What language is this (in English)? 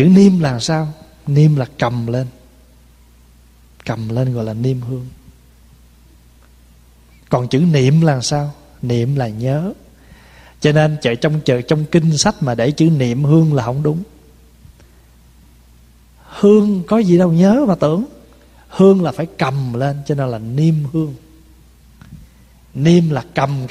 Vietnamese